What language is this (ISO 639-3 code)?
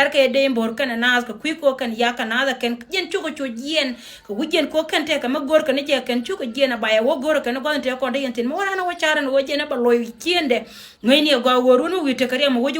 nus